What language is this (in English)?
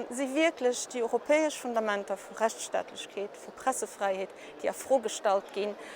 Luxembourgish